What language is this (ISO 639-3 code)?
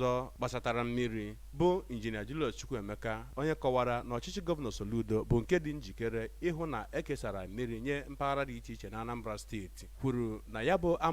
ibo